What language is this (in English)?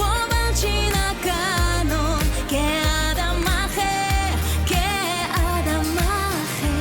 Ossetic